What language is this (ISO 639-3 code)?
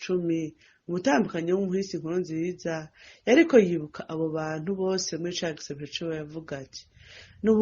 run